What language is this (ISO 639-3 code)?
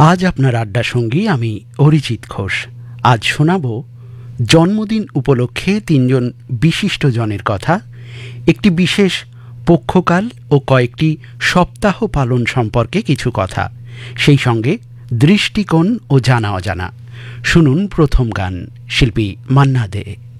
ben